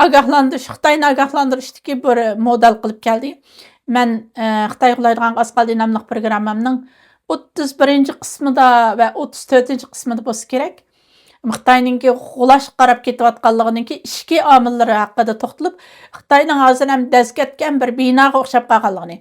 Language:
Uyghur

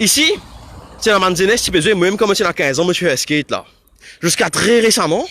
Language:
Morisyen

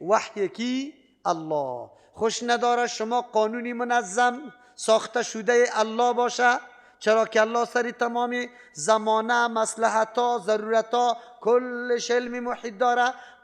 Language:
Persian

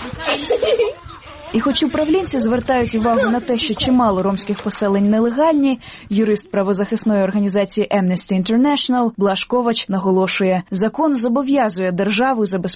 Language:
Ukrainian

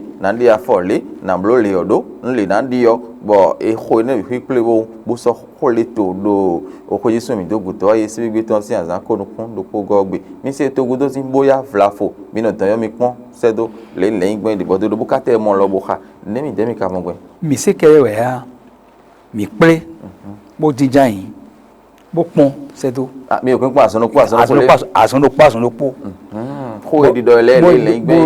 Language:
Fon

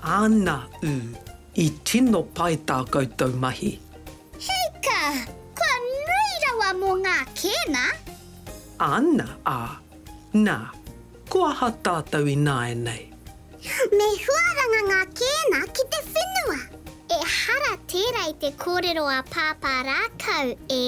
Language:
Māori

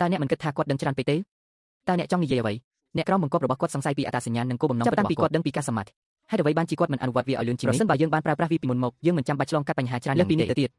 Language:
Khmer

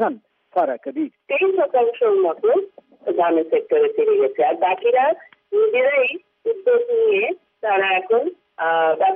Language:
Bangla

